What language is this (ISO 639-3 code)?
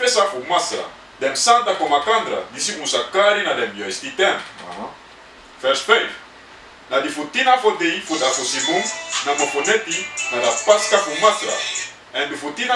srn